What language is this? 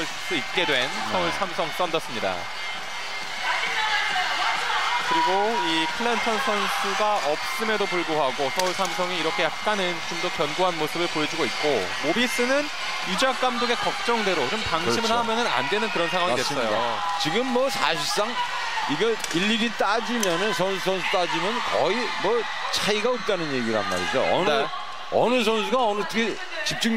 Korean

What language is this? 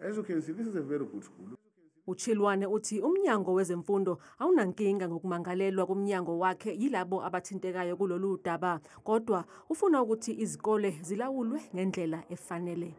Zulu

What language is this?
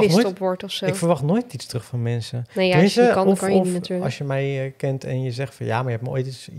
Dutch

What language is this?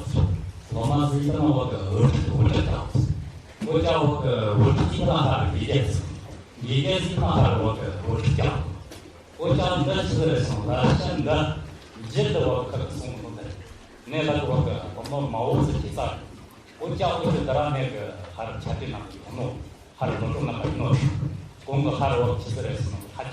Tibetan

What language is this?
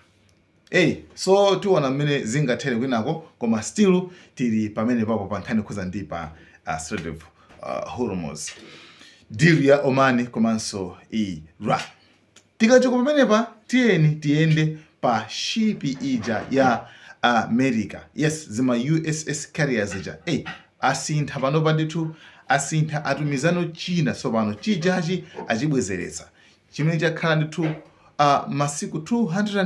Nyanja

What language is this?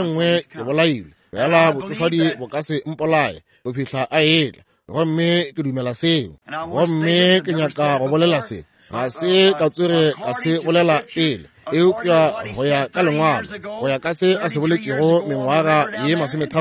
Northern Sotho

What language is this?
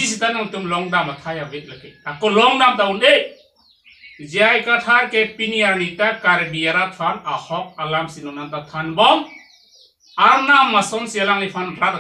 Karbi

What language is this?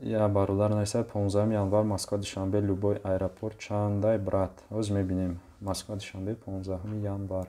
Tajik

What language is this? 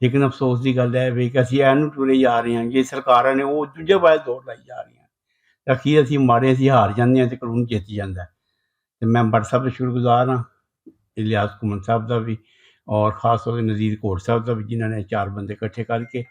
Western Panjabi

